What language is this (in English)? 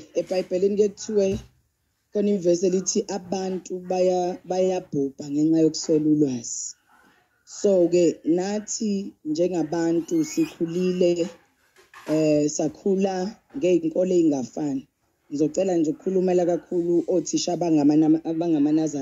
Zulu